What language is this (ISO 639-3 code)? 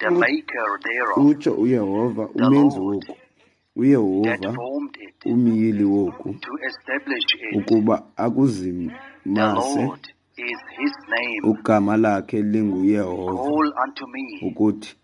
xho